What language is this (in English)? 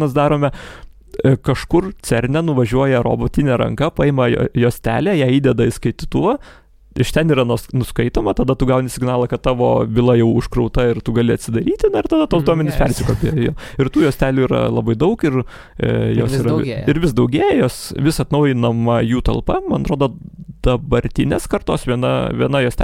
Lithuanian